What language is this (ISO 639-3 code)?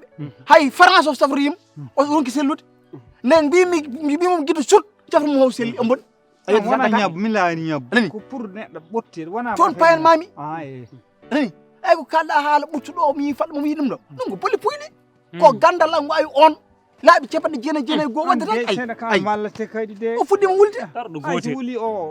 ful